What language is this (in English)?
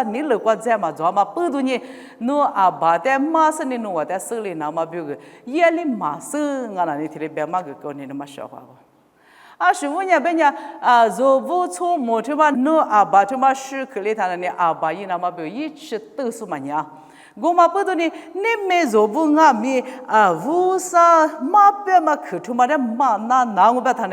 Lisu